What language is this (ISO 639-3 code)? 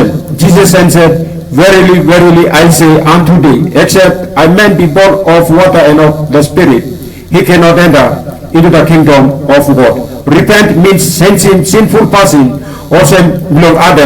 tpi